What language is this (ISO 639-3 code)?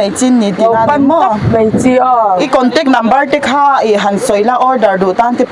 lus